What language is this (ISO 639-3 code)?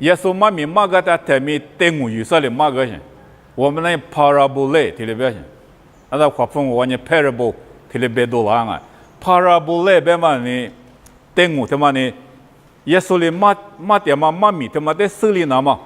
lis